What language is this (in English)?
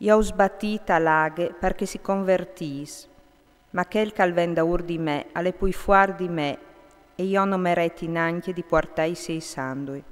Friulian